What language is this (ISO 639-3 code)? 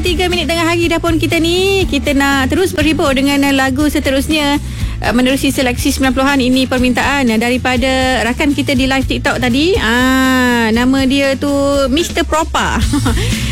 msa